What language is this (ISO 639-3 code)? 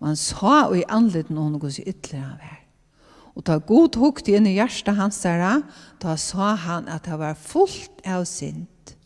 fao